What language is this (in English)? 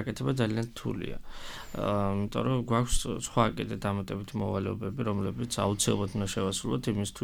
Georgian